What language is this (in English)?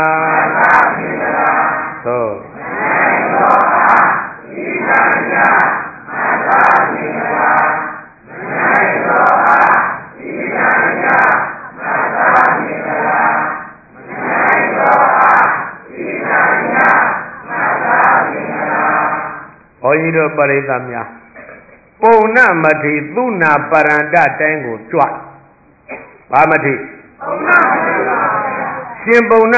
Burmese